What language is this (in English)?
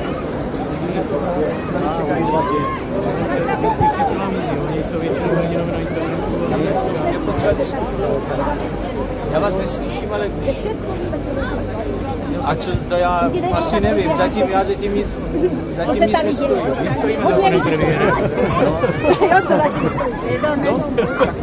Czech